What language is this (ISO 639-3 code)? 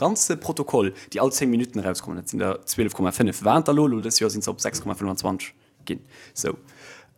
ltz